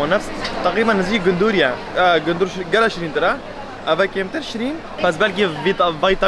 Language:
Kurdish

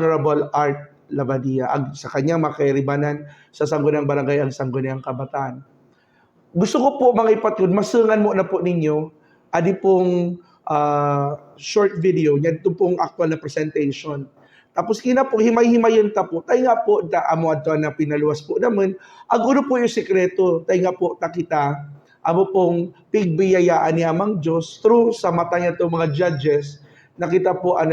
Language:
Buhi'non Bikol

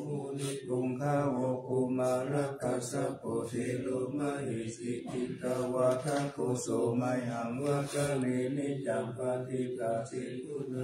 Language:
Pali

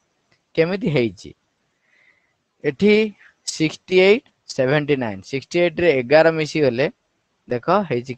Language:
Odia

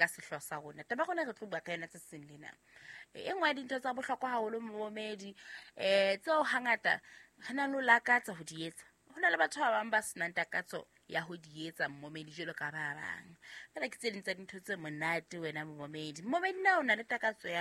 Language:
Southern Sotho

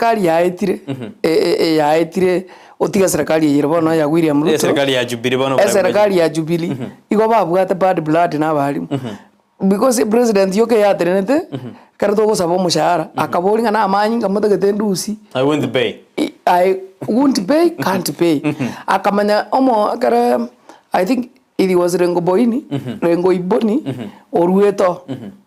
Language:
Gusii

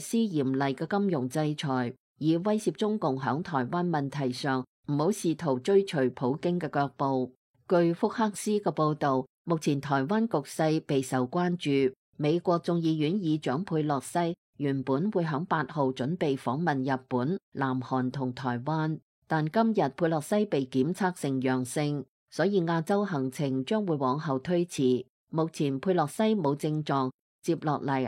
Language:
Cantonese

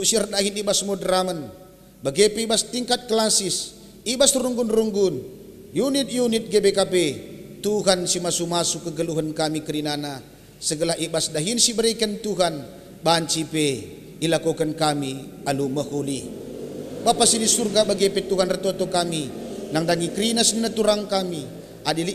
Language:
Batak Karo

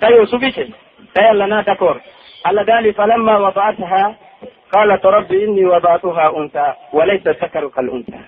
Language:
Pular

